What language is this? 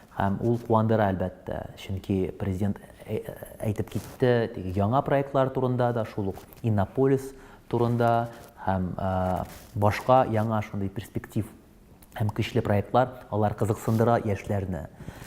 Tatar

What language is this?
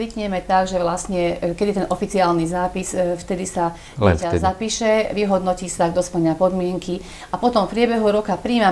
Slovak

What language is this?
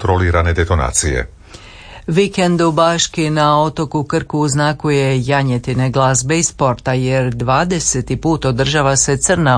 Croatian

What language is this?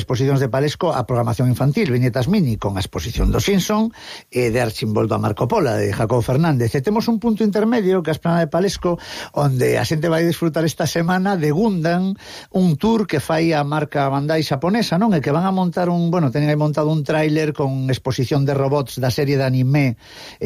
Galician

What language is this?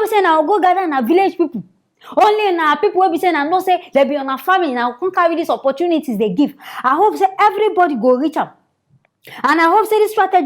Nigerian Pidgin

